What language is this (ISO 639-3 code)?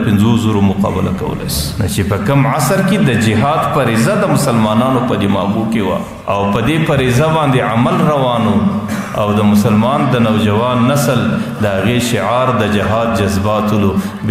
pus